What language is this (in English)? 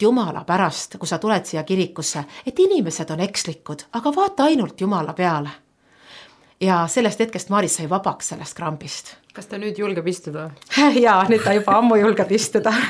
Estonian